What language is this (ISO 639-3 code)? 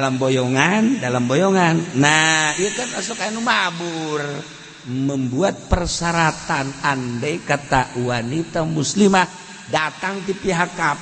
sun